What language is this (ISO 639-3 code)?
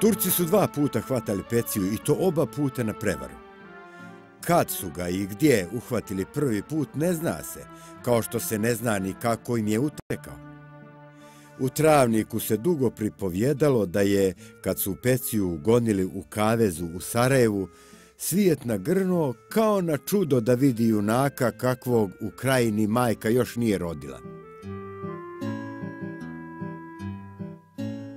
bos